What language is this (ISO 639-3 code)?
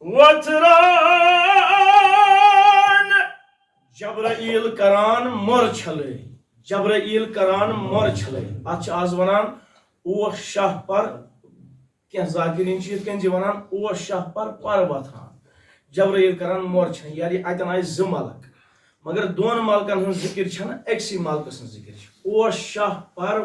kas